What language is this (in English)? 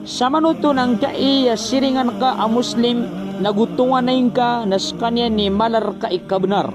Maranao